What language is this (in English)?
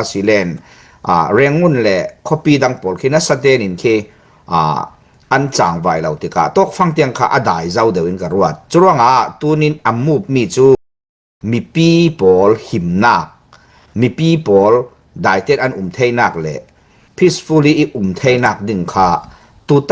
Falam Chin